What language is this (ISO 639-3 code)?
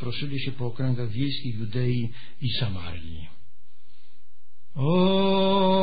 pol